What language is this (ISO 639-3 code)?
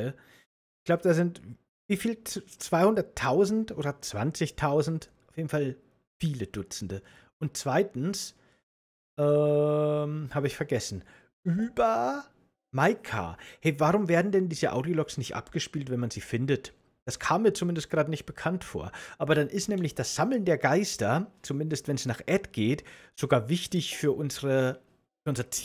deu